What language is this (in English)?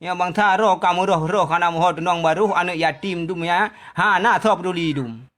Achinese